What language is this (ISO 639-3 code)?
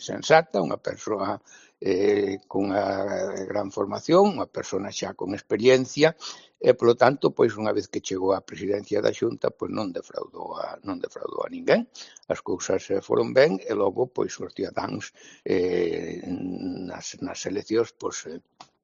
glg